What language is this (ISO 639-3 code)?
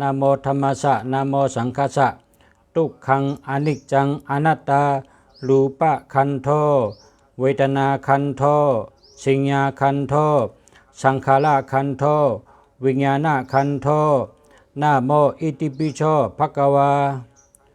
shn